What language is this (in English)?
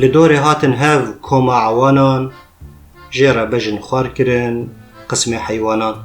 Kurdish